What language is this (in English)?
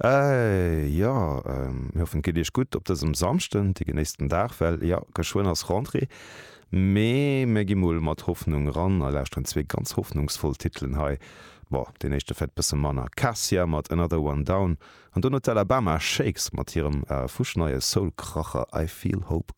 Luxembourgish